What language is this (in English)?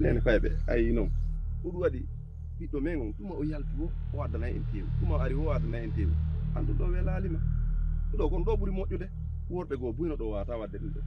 Fula